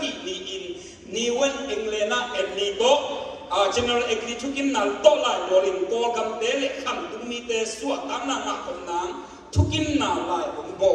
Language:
Tedim Chin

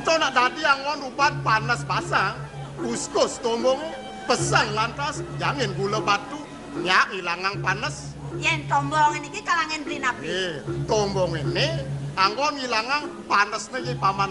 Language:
Balinese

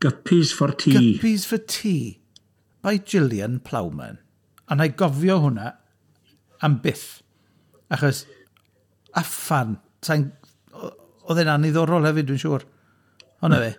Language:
Welsh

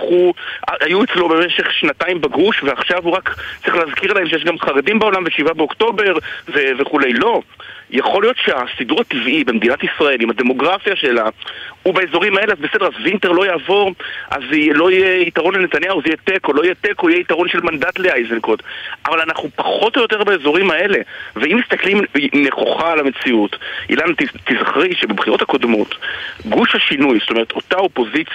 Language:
Hebrew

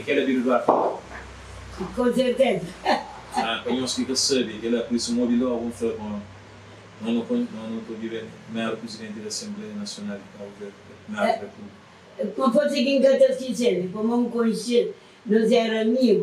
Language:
Kabuverdianu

